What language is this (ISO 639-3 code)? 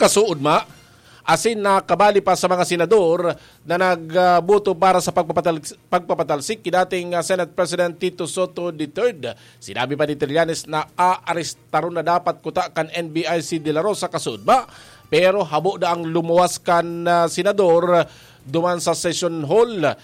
bik